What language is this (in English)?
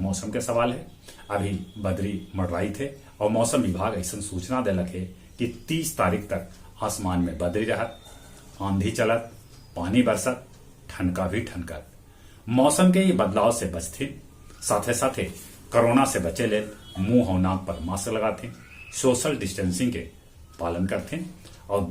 Magahi